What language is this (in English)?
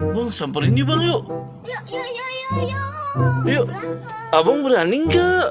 Betawi